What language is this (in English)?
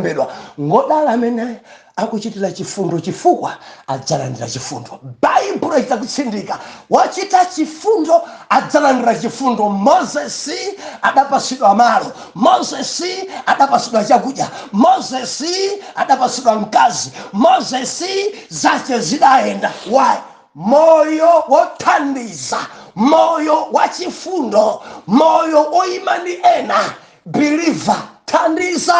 Nyanja